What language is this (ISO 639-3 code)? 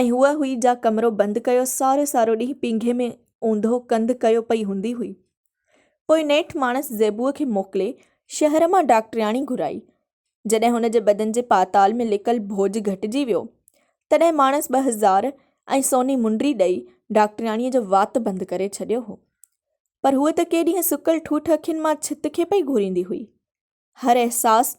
snd